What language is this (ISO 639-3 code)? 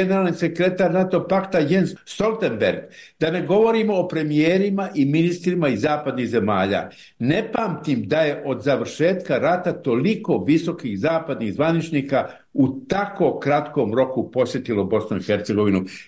bos